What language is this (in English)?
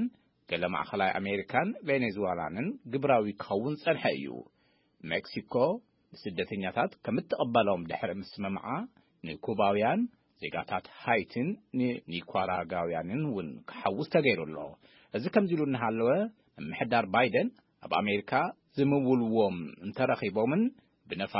Tigrinya